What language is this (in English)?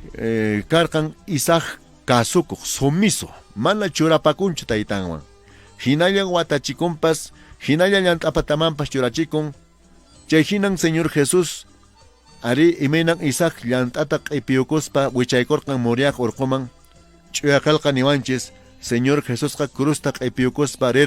Quechua